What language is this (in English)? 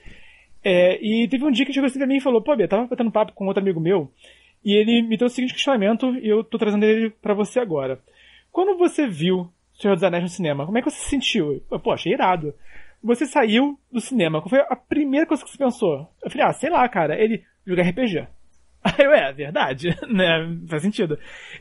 Portuguese